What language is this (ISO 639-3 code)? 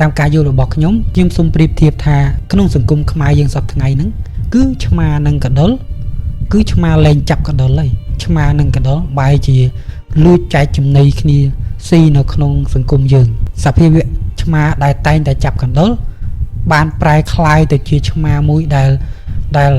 khm